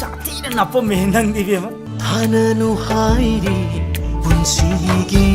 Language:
Manipuri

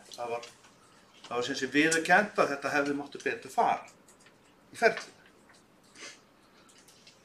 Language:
Icelandic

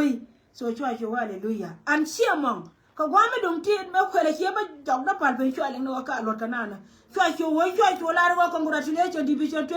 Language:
Nuer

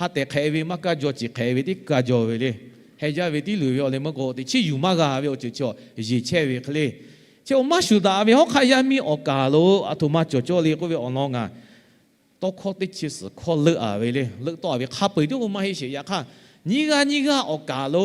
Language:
Lahu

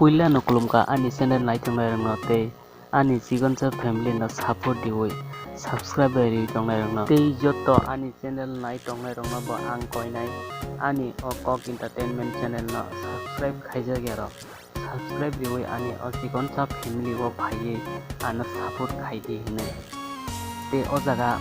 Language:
Kok Borok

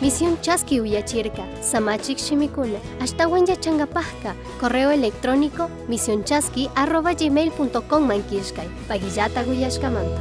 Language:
Chimborazo Highland Quichua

